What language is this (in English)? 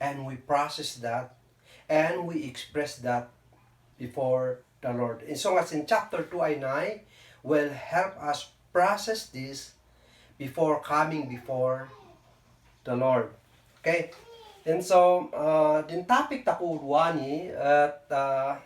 Kankanaey